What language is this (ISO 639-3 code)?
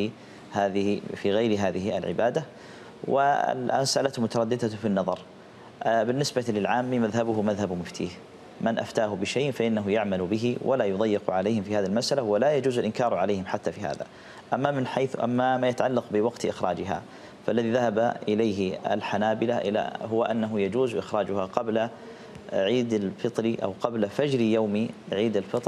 ara